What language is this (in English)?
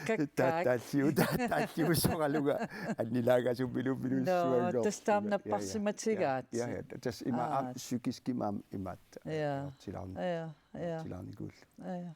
Kalaallisut